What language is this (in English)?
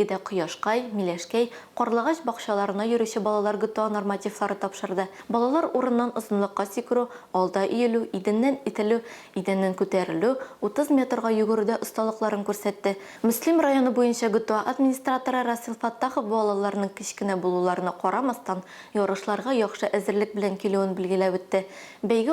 Tatar